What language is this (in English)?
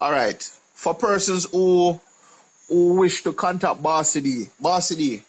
Jamaican Creole English